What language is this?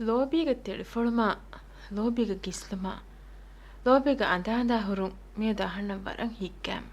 Divehi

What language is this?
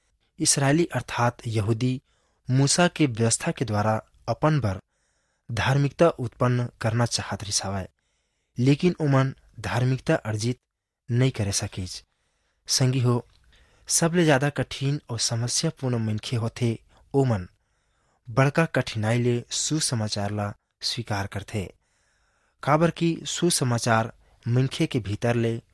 Chhattisgarhi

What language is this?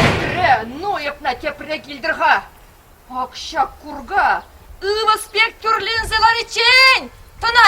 Chuvash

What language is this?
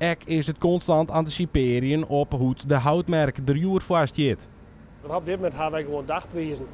Western Frisian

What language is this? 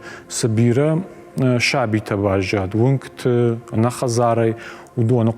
Ossetic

